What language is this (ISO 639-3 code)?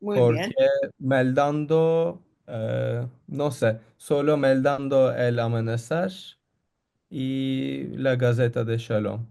lad